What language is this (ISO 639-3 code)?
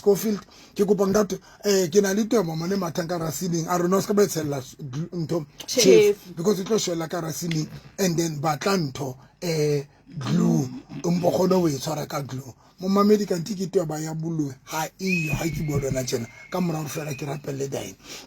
sot